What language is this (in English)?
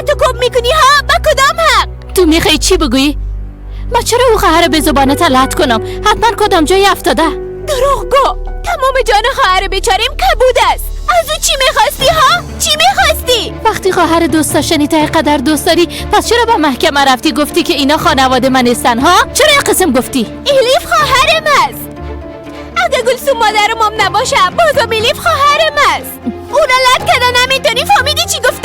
Persian